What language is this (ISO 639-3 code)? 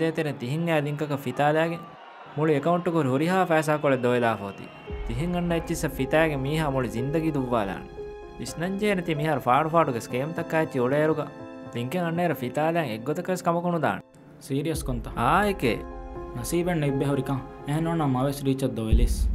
div